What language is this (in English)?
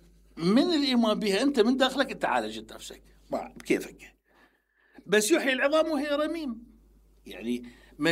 Mesopotamian Arabic